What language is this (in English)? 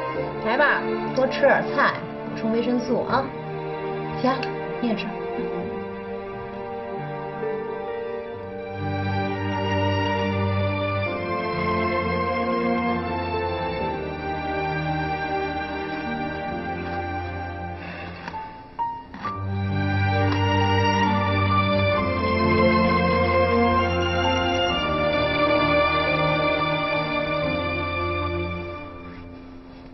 Chinese